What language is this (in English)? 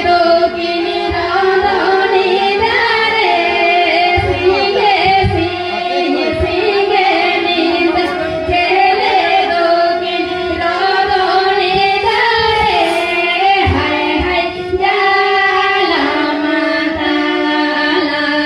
Santali